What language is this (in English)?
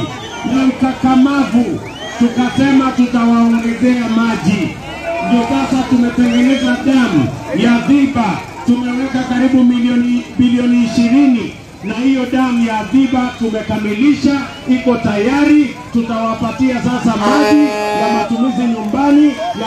Swahili